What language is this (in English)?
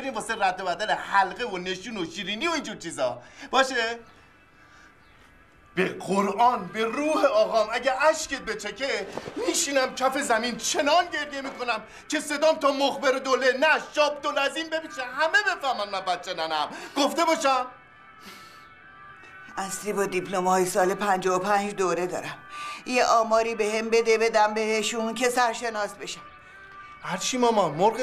Persian